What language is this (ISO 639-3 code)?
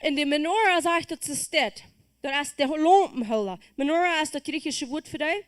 pdt